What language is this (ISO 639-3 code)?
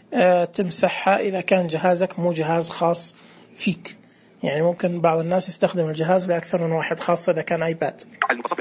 ars